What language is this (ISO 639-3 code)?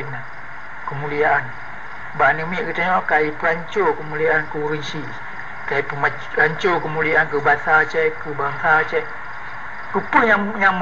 ace